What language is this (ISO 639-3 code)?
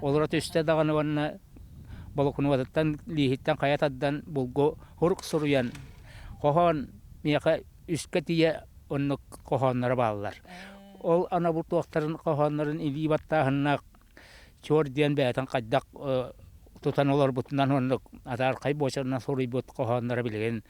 sah